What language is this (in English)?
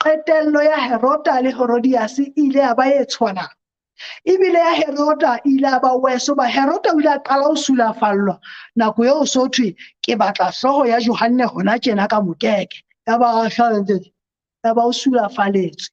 Southern Sotho